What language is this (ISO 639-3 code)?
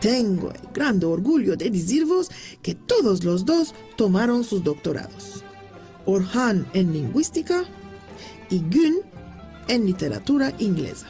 lad